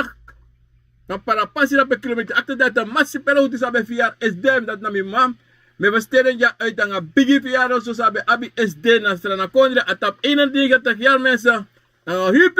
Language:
Sranan Tongo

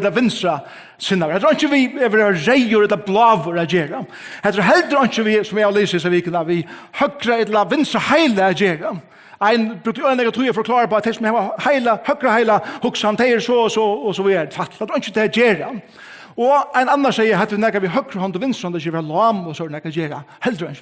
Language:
Faroese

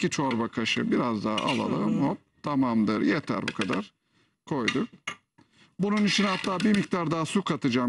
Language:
Turkish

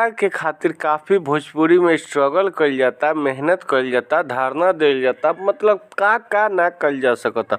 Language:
Bhojpuri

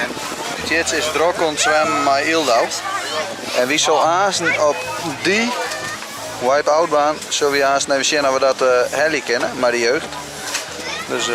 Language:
Western Frisian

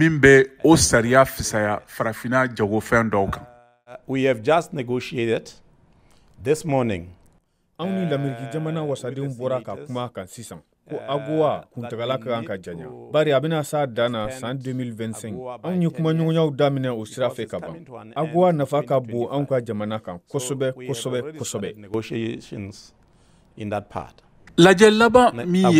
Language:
Bambara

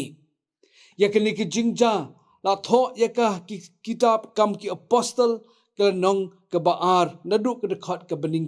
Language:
Khasi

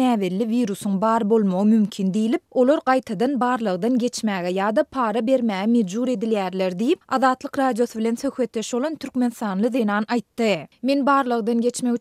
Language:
Turkmen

